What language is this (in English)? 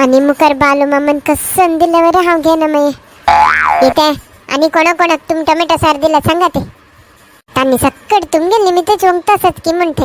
Konkani